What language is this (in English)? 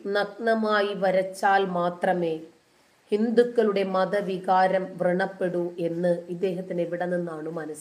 Malayalam